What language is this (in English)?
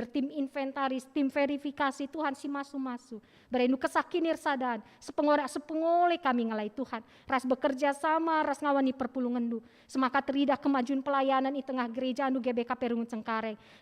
Batak Karo